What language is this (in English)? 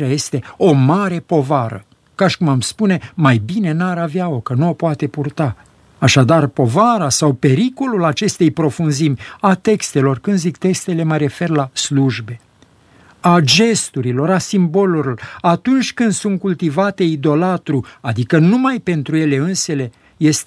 Romanian